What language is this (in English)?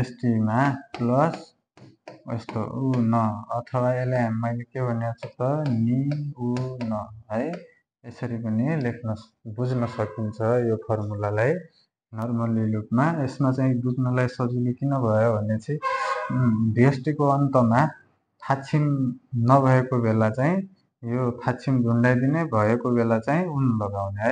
Nepali